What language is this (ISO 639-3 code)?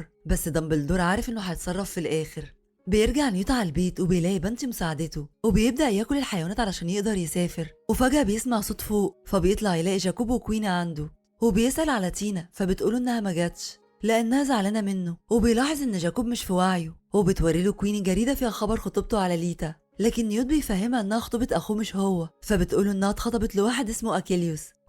arz